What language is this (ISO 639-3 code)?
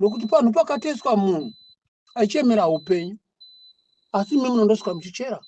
sna